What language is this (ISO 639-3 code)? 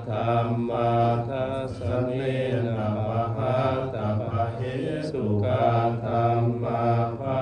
pli